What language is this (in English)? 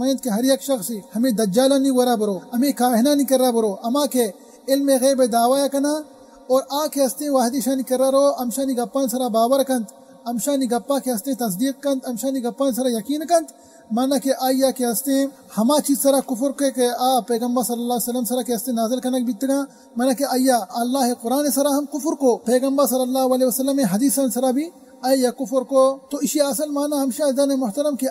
Baluchi